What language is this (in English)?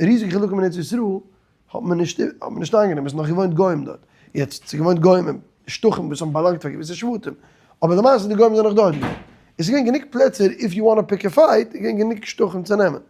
Yiddish